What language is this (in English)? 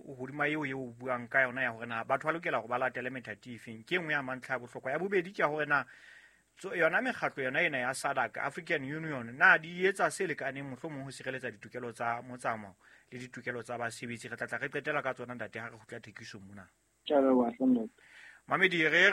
Southern Sotho